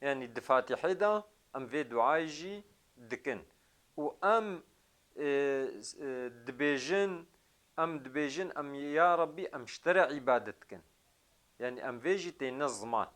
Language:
Kurdish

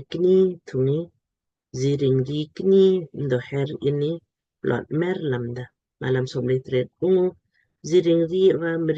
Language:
Lamkang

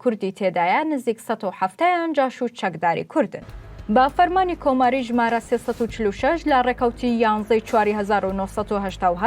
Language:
Central Kurdish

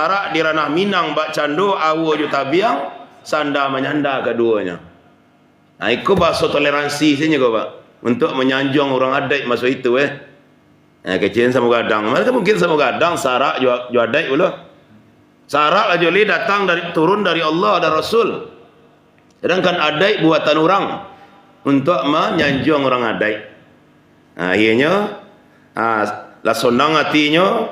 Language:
Minangkabau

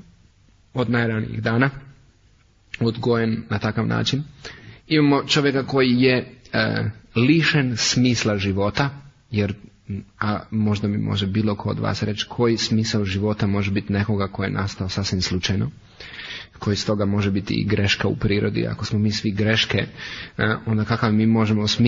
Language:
Croatian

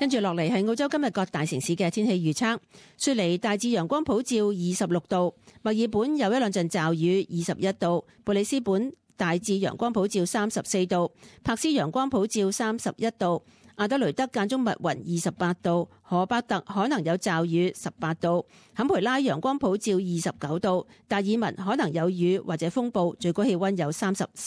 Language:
Cantonese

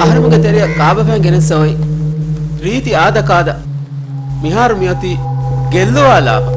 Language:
Divehi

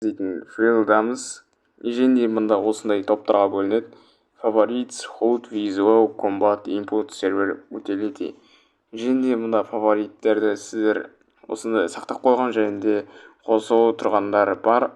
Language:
Kazakh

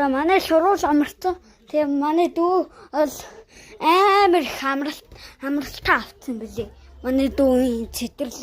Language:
Mongolian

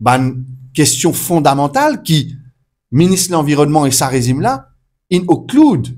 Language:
Morisyen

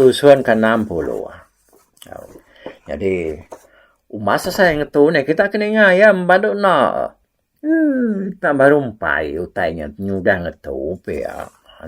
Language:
Iban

